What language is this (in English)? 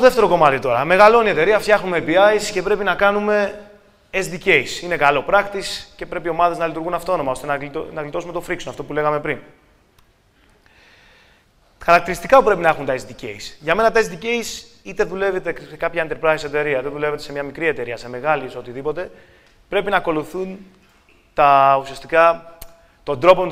Greek